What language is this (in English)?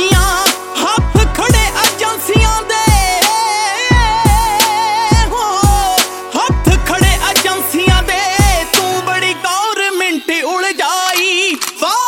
Punjabi